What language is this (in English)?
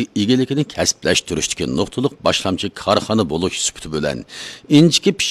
Uyghur